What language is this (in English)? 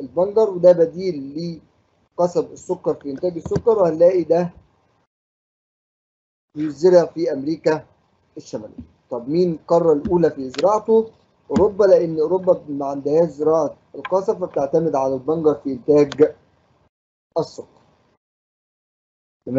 Egyptian Arabic